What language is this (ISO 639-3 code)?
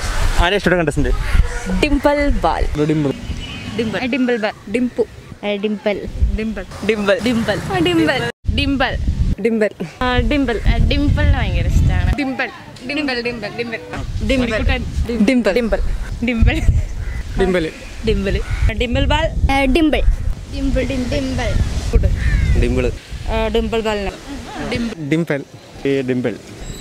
mal